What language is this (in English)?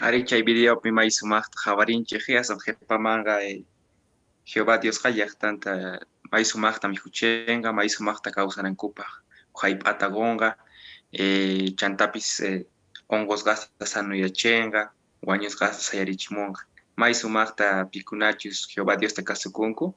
Quechua